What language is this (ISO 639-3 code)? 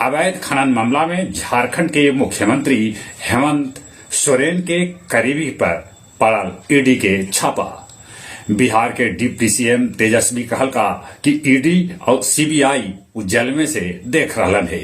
mag